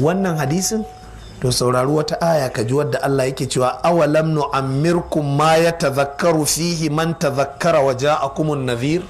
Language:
Hausa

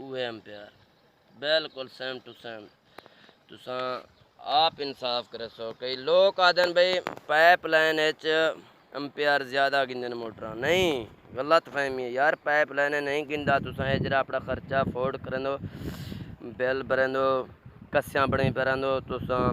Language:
Saraiki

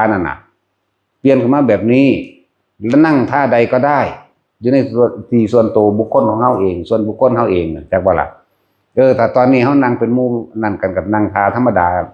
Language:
Northeastern Thai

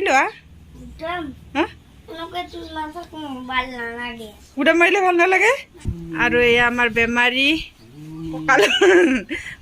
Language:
Assamese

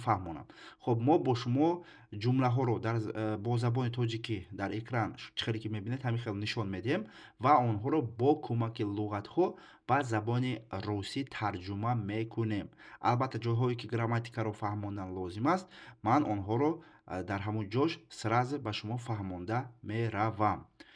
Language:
Tajik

